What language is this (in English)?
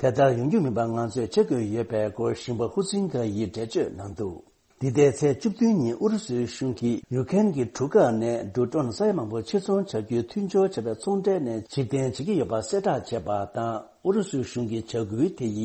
Tibetan